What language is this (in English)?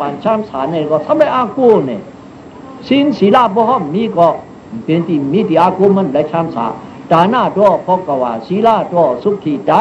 Shan